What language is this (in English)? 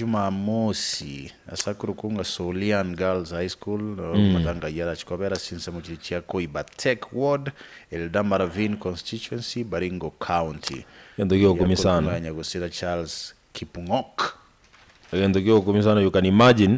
Gusii